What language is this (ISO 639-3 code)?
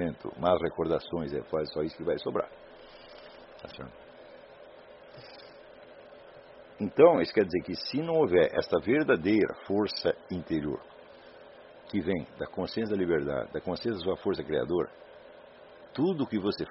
por